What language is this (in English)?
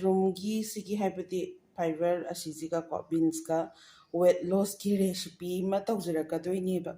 Manipuri